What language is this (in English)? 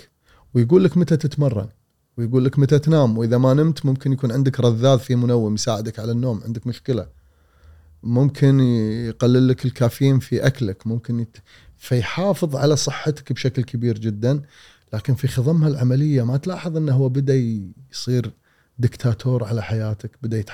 Gulf Arabic